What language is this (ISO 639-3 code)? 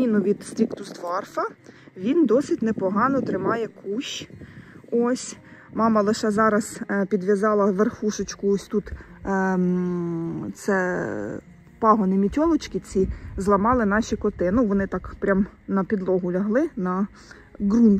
ukr